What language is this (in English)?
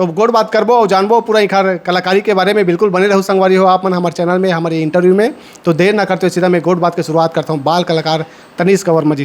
Chhattisgarhi